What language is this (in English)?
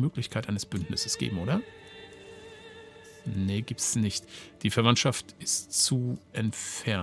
German